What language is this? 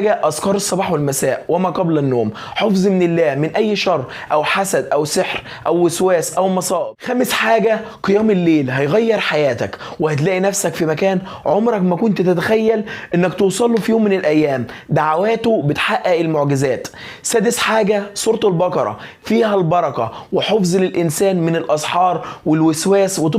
Egyptian Arabic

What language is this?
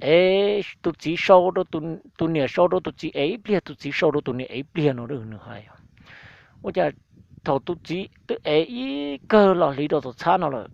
Hmong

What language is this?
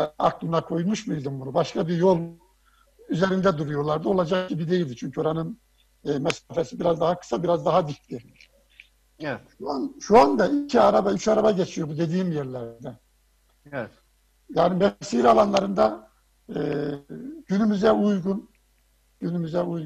Turkish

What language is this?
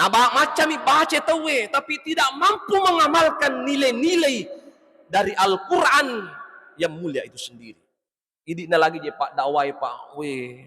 Buginese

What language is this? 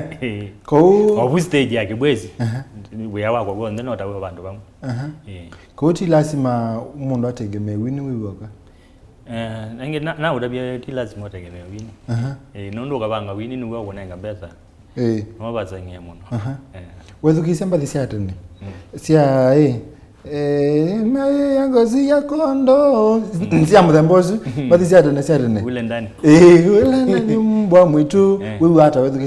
Kamba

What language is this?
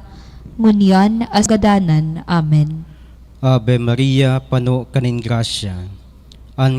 Bikol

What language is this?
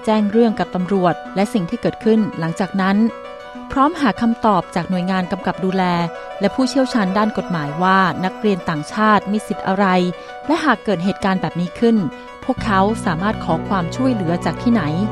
Thai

